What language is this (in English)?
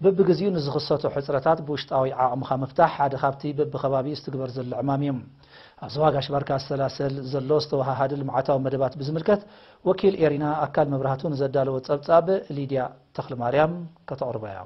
Tigrinya